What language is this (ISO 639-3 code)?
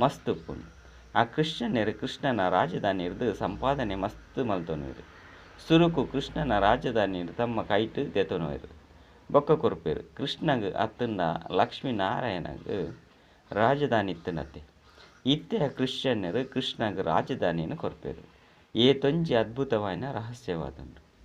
tcy